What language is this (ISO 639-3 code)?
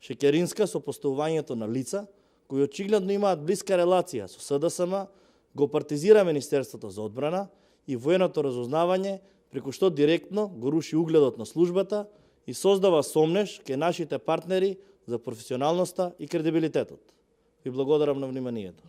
mkd